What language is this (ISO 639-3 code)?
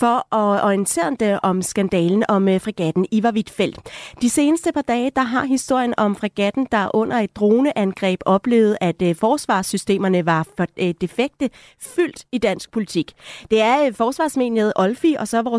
dan